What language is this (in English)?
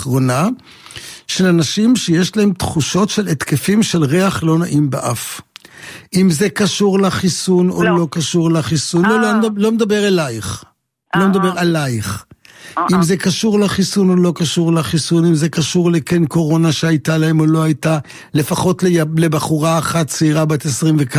Hebrew